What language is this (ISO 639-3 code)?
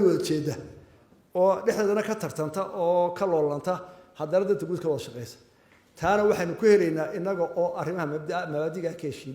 som